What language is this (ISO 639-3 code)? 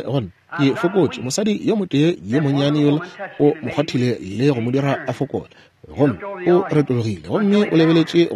nso